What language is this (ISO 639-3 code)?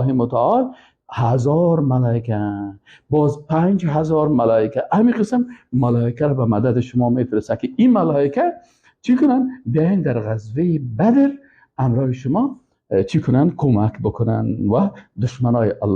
fas